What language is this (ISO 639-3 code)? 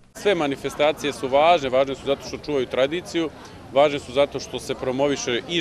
srp